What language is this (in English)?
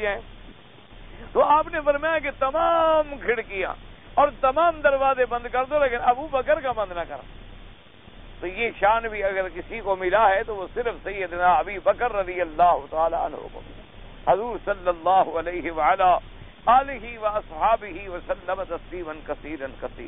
Urdu